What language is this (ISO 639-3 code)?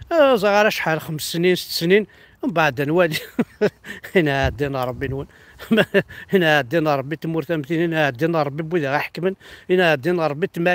kab